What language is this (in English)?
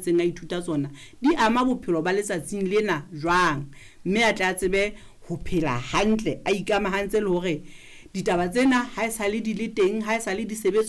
Southern Sotho